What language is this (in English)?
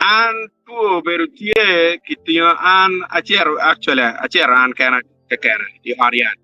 Acoli